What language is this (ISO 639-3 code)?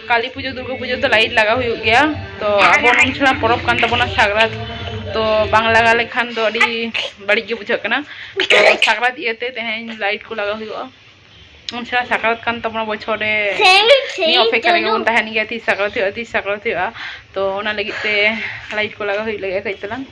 sat